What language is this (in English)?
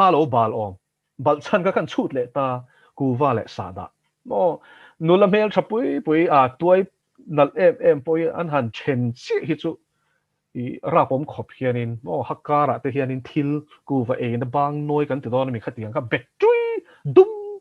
Mizo